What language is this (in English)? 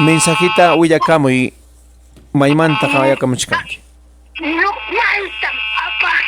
Ayacucho Quechua